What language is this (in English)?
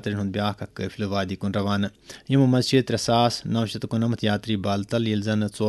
Kashmiri